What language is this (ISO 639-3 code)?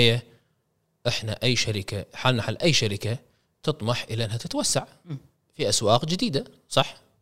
afb